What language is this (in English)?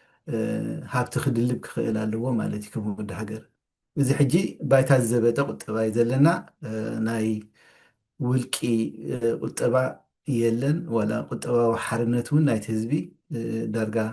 Tigrinya